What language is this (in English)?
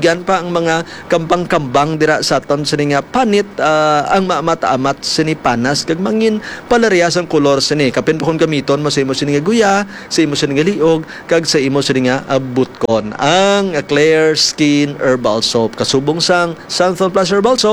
Hiligaynon